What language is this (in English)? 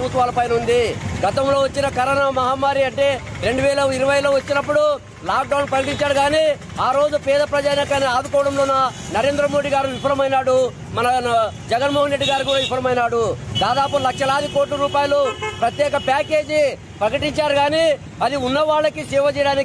Telugu